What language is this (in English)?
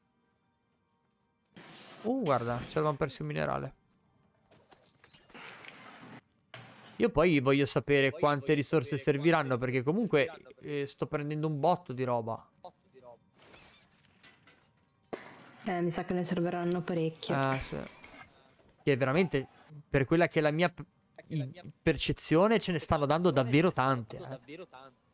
Italian